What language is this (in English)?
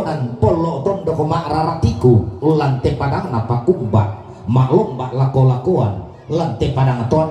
Toraja-Sa'dan